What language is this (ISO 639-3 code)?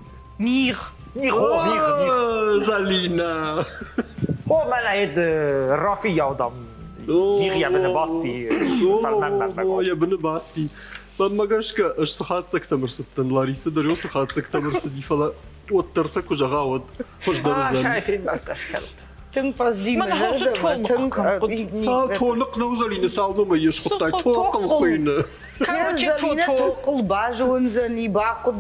oss